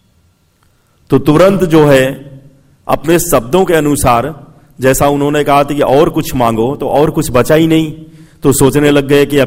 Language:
Hindi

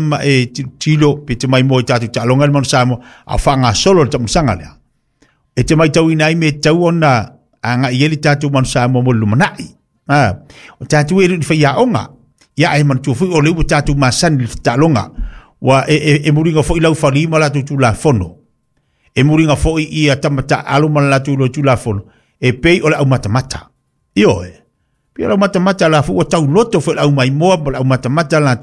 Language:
Samoan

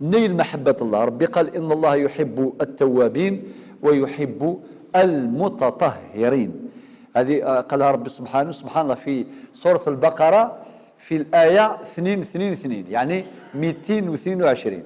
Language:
Algerian Arabic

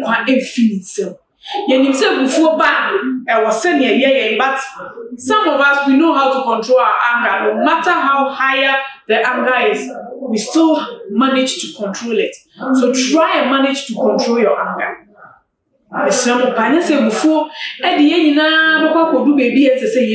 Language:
Akan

